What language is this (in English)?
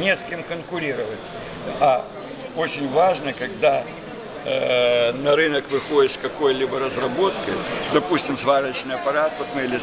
Russian